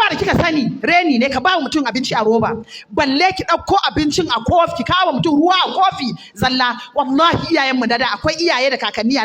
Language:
Hausa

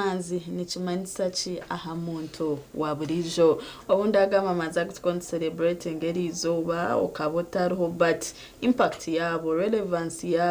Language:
Nyankole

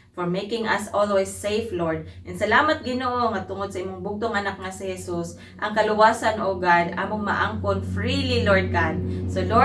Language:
Cebuano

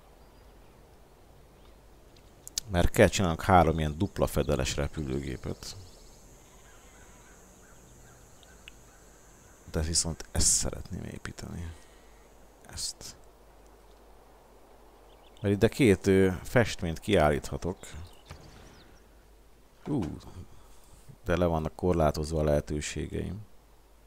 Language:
Hungarian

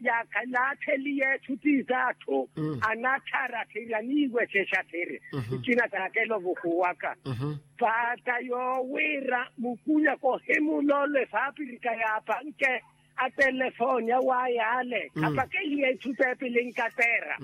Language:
Makhuwa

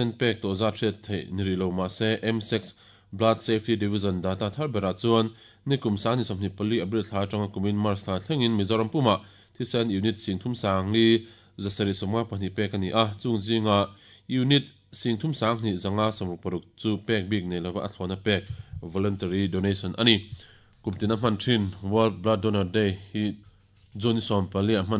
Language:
Mizo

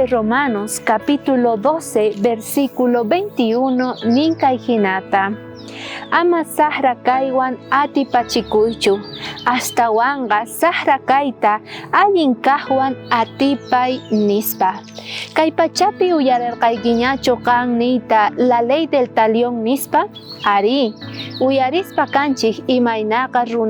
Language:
South Bolivian Quechua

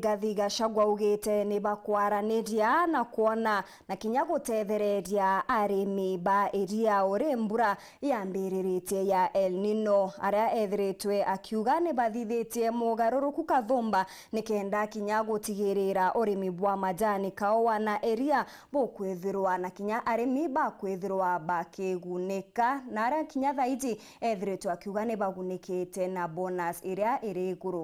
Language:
Meru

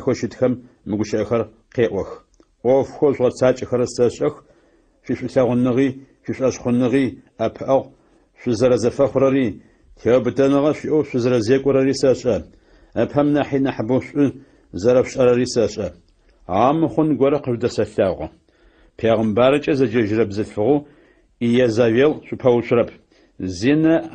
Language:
Adyghe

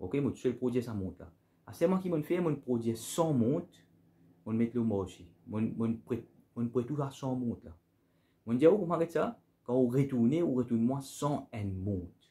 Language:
Morisyen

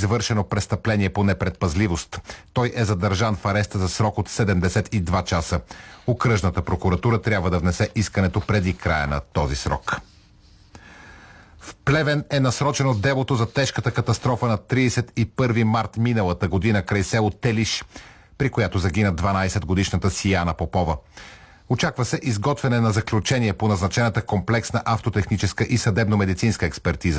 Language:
Bulgarian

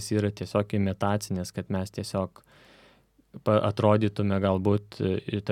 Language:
Lithuanian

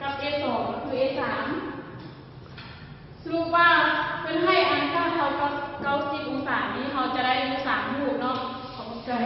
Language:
Lao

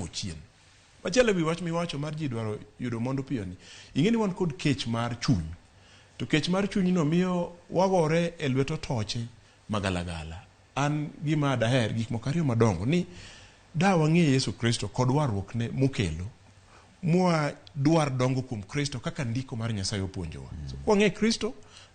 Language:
Luo (Kenya and Tanzania)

